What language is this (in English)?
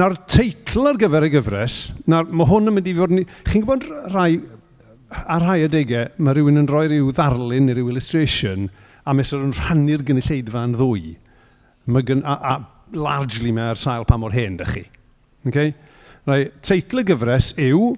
Welsh